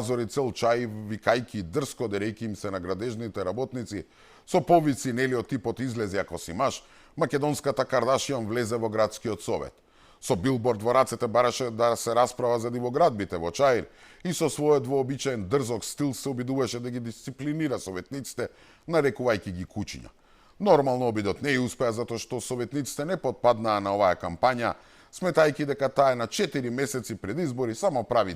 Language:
Macedonian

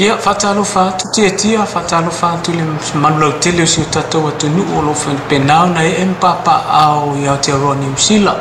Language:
Samoan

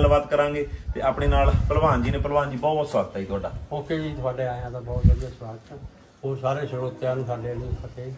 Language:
Punjabi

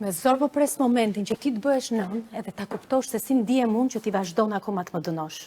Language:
Albanian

